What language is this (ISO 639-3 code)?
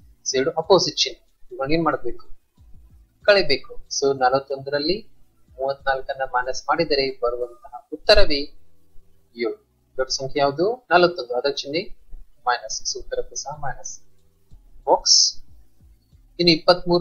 kan